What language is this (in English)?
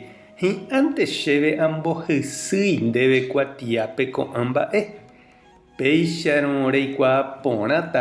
Guarani